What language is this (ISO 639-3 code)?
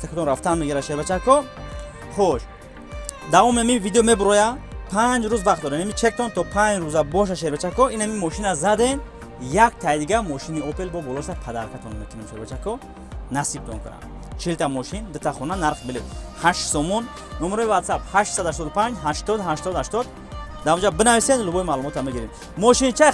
tgk